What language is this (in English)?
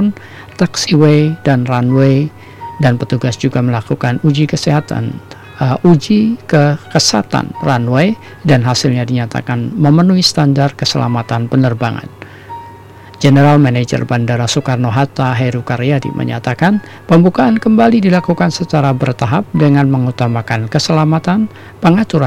Indonesian